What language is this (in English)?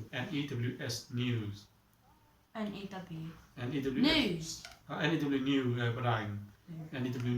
Mon